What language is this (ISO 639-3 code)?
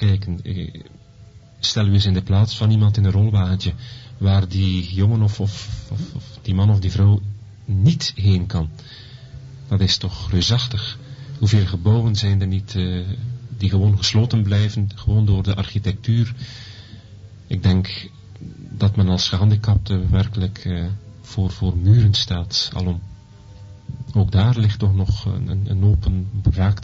nld